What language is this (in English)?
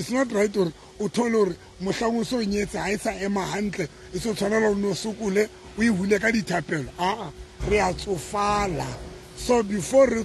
Southern Sotho